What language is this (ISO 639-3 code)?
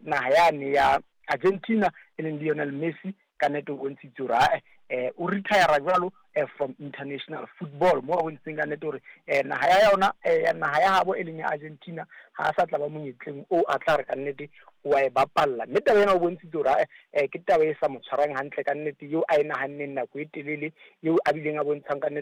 sot